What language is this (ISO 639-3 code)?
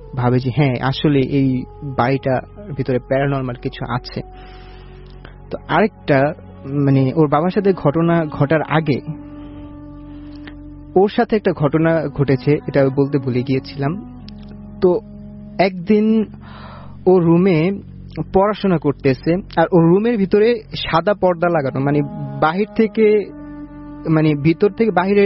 ben